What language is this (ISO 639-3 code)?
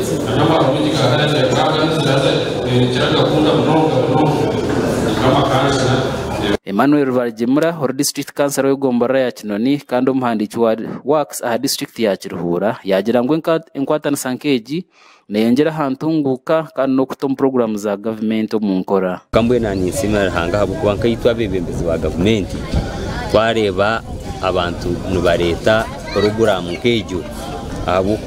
nyn